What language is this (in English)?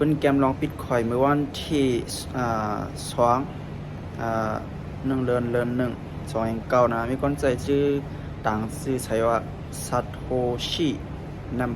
Shan